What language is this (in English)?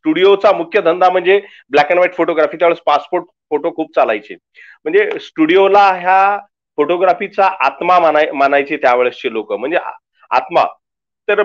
Marathi